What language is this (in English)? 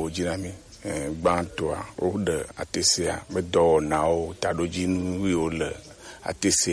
Gen